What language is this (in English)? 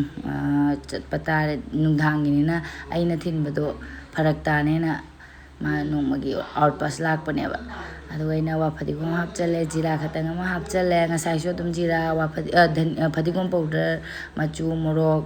Manipuri